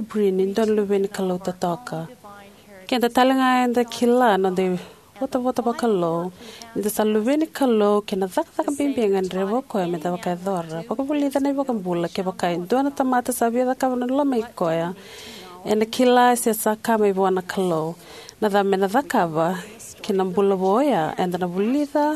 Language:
Fijian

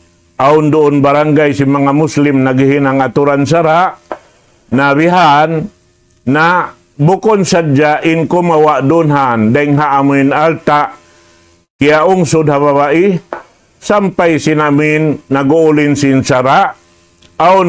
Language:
Tausug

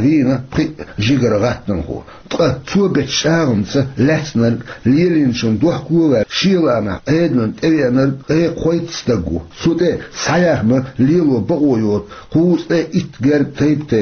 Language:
Chechen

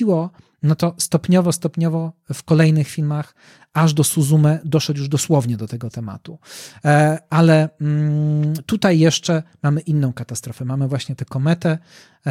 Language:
Polish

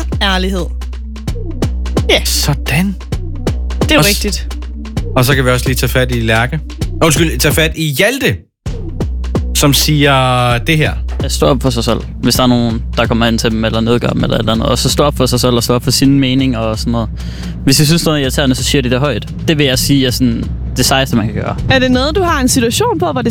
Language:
Danish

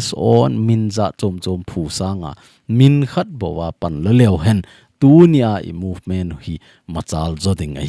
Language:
Thado Chin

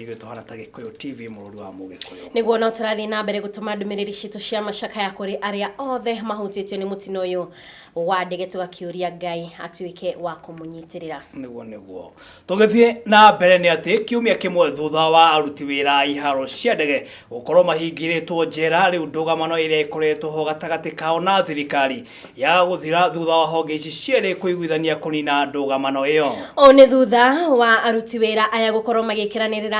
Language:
Kikuyu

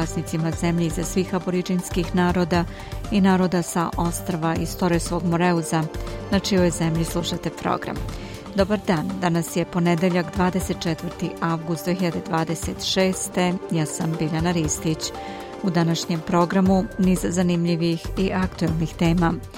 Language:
Serbian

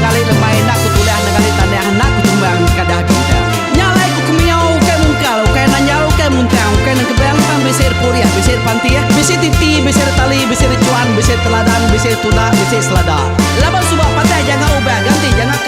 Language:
Iban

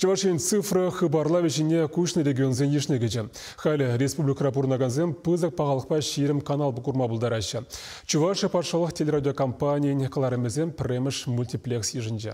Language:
Chuvash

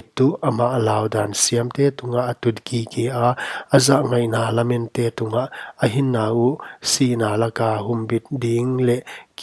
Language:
Paite Chin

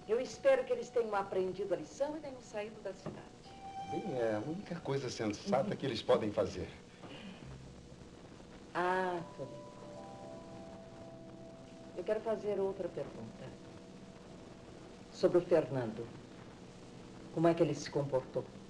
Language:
Portuguese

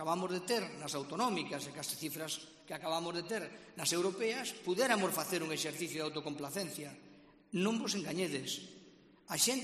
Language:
Galician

